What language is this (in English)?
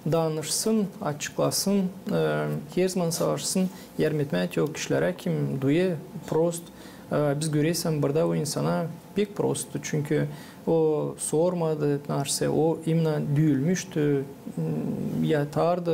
Gagauz